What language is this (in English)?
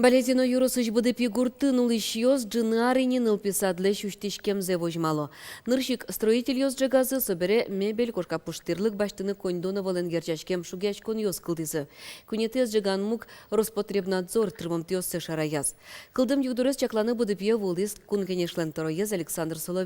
Udmurt